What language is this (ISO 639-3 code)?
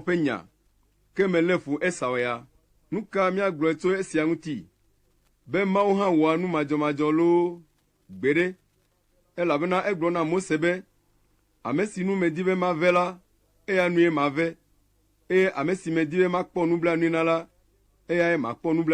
ewe